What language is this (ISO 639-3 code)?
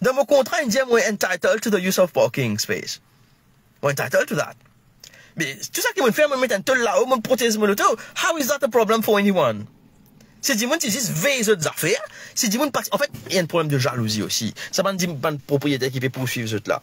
mfe